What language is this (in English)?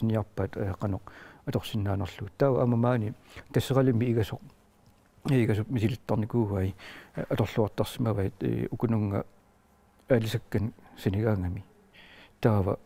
Kalaallisut